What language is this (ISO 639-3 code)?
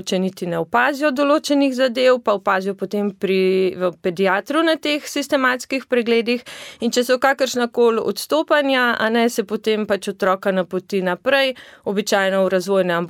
slv